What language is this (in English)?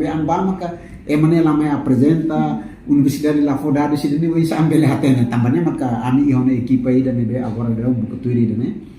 Tetum